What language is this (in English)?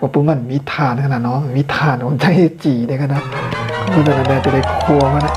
Shan